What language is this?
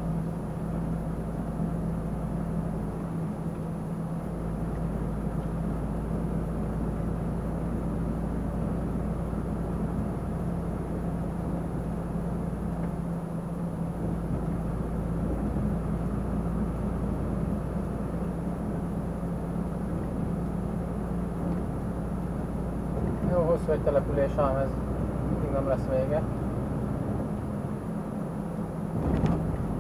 Hungarian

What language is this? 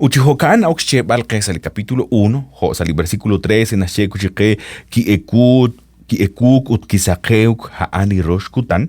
Kekchí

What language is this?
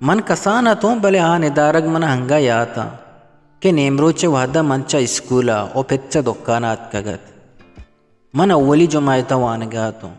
Eastern Balochi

